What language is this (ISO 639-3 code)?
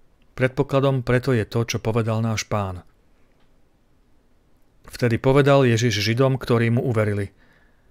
slk